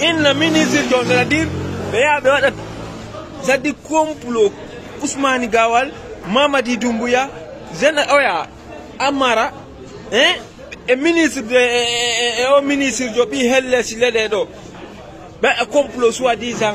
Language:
Fula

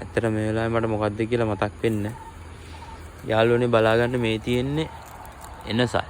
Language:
Sinhala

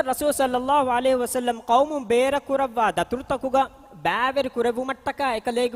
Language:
Divehi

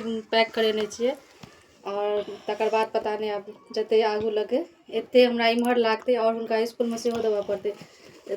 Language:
Maithili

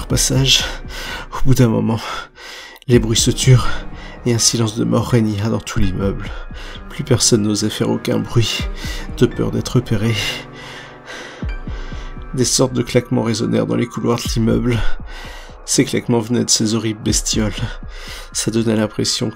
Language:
French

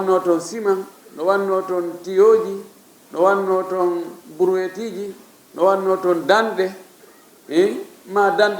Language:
Fula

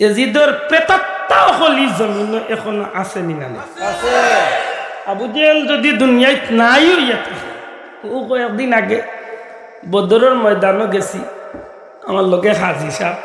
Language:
Sylheti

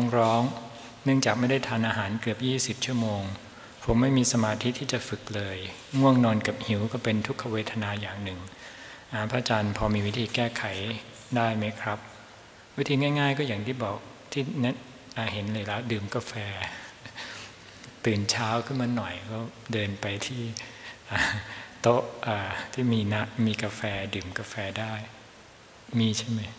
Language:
Thai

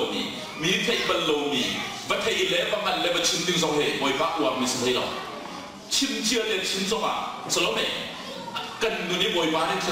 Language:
Hakha Chin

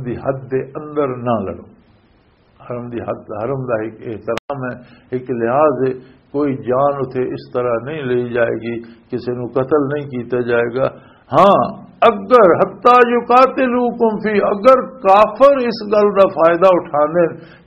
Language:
Western Panjabi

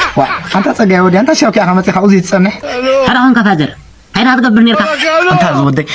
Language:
Tigrinya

